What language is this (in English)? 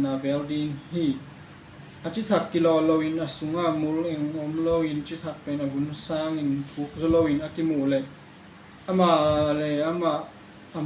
Tedim Chin